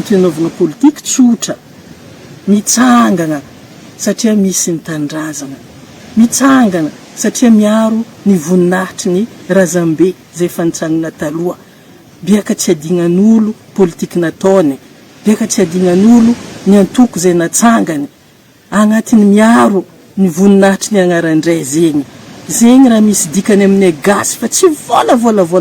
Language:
Malagasy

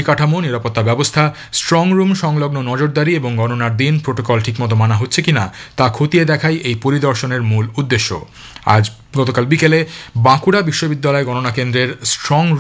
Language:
Bangla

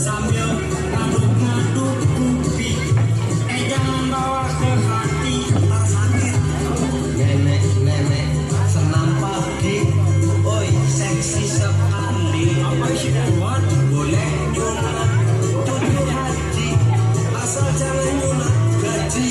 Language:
Betawi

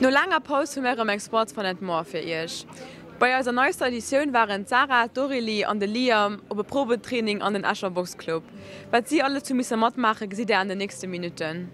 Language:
Luxembourgish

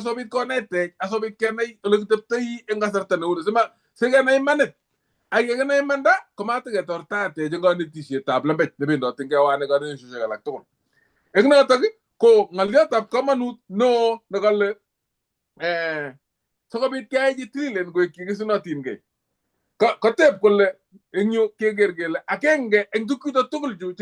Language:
Kalenjin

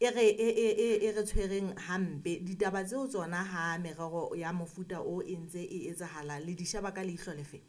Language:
Southern Sotho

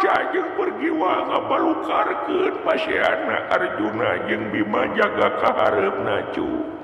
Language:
Sundanese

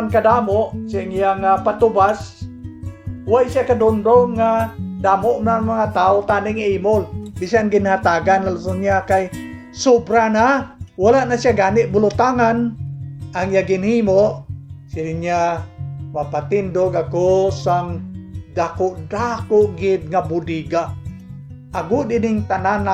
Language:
Hiligaynon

